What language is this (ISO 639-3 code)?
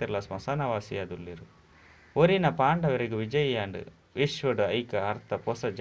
tcy